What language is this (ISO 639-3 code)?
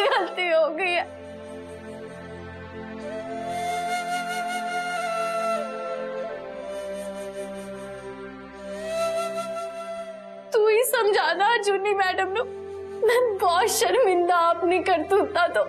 pan